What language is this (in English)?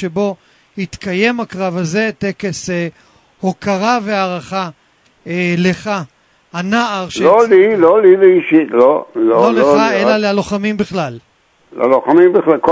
Hebrew